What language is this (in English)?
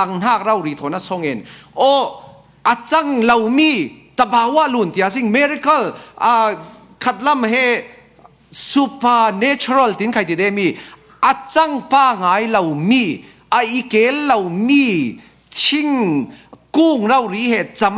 Falam Chin